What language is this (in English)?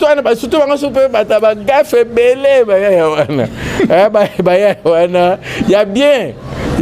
Lingala